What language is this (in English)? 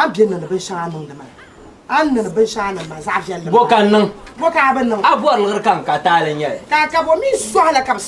Dagbani